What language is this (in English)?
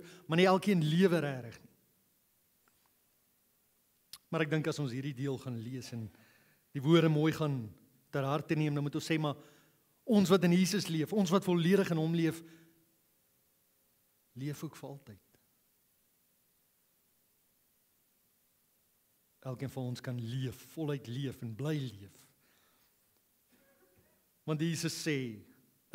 Afrikaans